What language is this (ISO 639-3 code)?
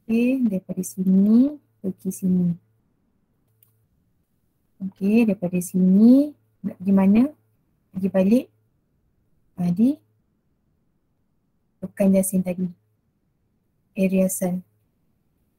msa